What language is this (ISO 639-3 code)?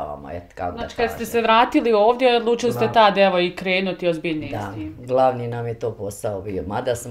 bos